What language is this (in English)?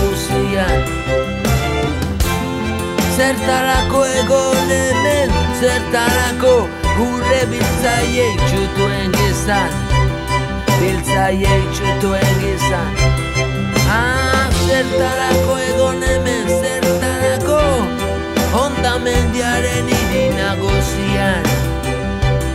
Basque